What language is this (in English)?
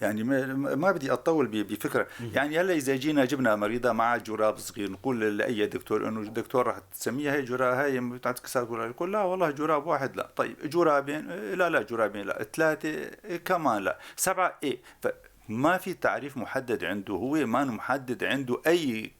North Levantine Arabic